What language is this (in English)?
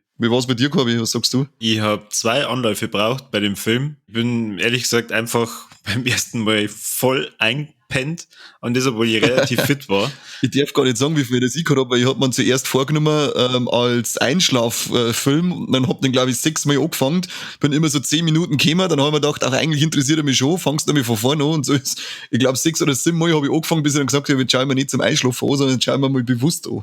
Bavarian